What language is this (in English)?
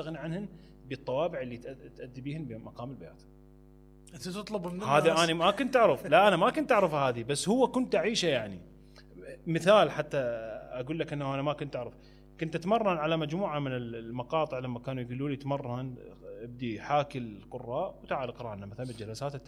Mesopotamian Arabic